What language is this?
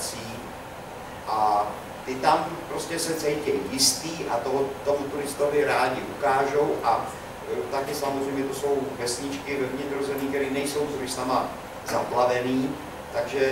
Czech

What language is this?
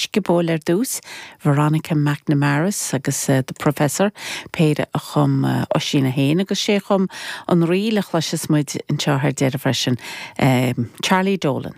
Irish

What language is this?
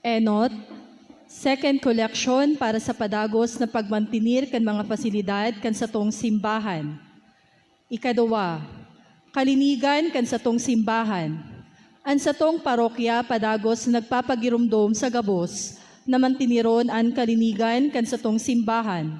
Bikol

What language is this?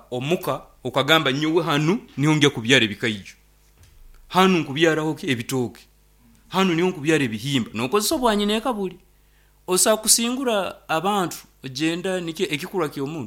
Nyoro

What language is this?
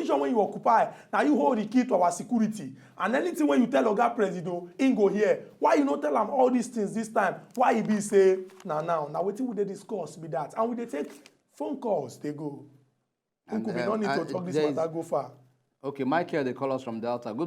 Nigerian Pidgin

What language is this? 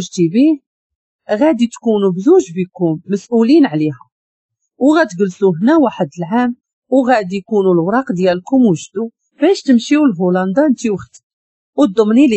Moroccan Arabic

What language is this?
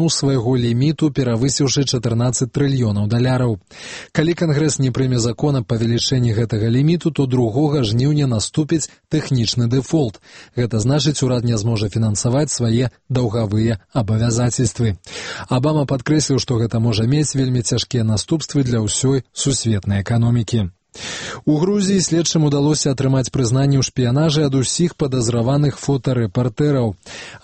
Belarusian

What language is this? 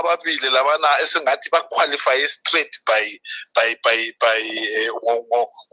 North Ndebele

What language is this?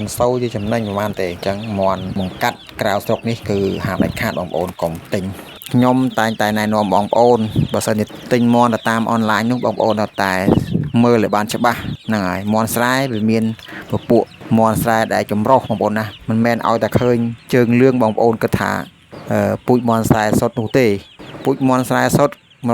Khmer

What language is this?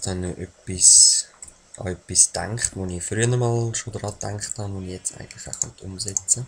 Swiss German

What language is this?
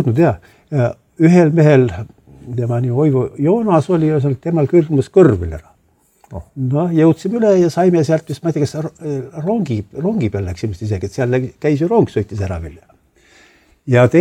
Estonian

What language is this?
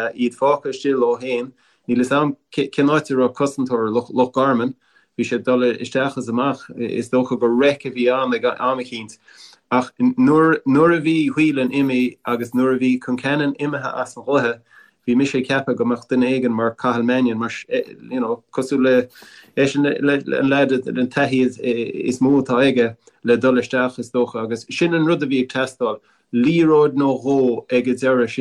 Irish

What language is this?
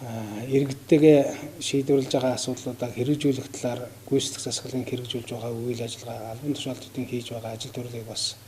Mongolian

